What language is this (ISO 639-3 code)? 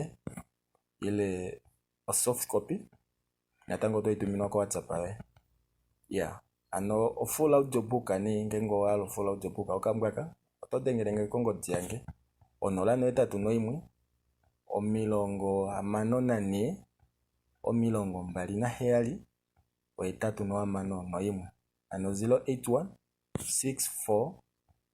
kua